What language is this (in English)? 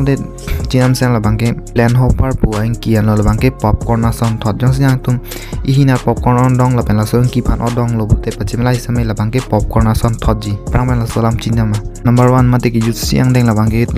Karbi